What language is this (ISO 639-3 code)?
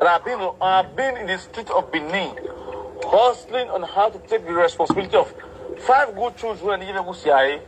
pcm